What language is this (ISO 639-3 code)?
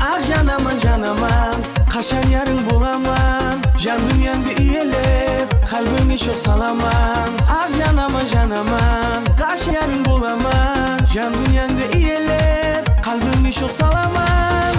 kaa